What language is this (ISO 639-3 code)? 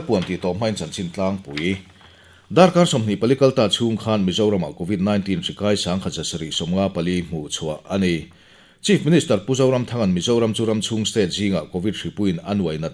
lus